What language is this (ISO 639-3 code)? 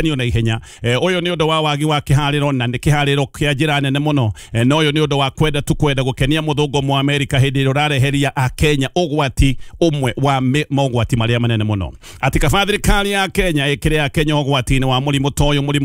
kik